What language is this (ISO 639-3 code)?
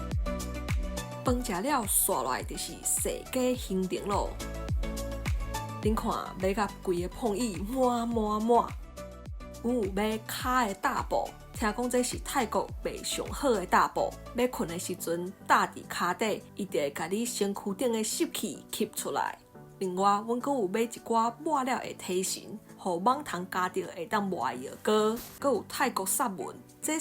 nan